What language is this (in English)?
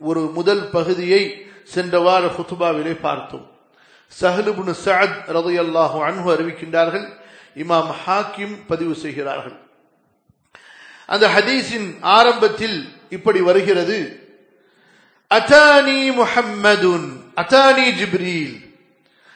Tamil